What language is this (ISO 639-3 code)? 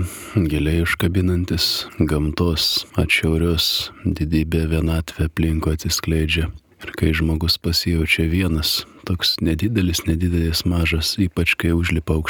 lit